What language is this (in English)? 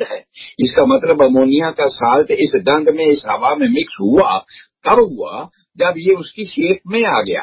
Hindi